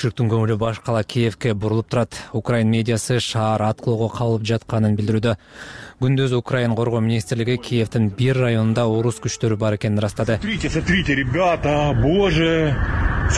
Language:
Kyrgyz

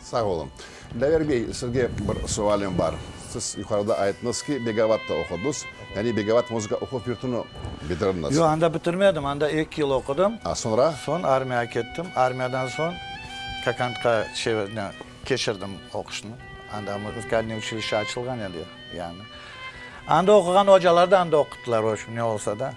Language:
Crimean Tatar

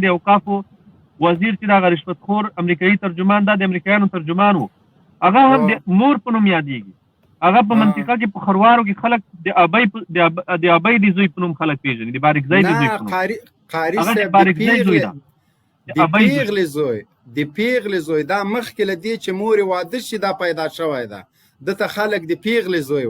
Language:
Pashto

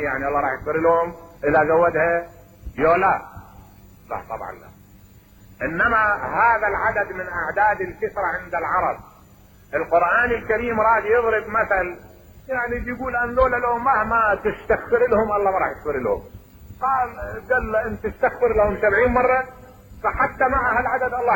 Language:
Mesopotamian Arabic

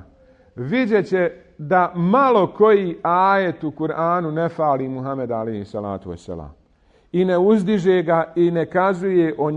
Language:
Bosnian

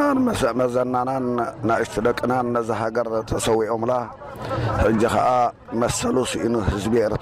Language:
Tigrinya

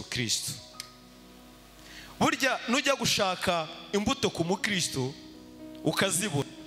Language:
Kinyarwanda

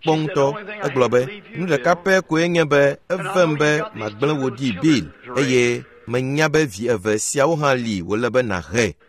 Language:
Ewe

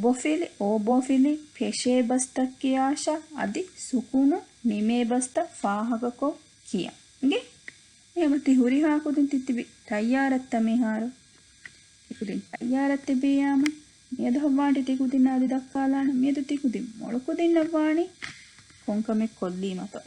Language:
Divehi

